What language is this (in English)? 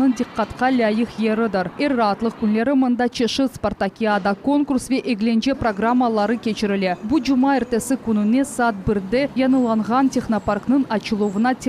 Crimean Tatar